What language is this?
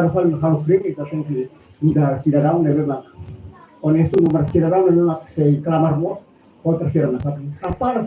Tetum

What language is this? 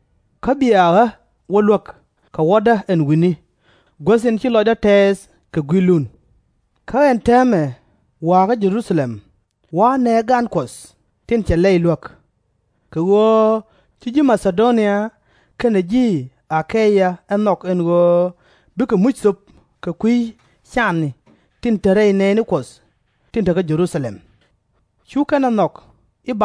Nuer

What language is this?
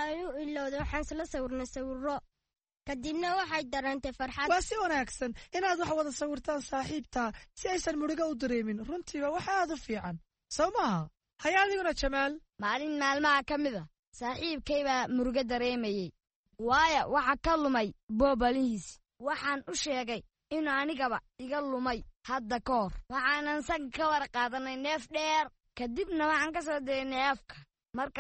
Somali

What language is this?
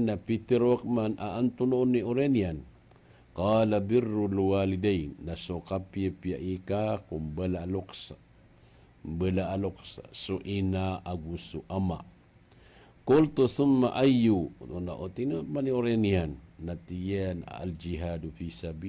Maranao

